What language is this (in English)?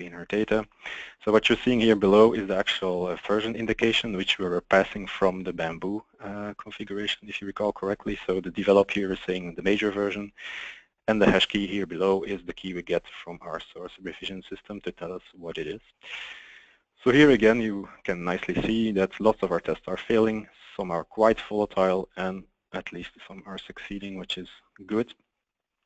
English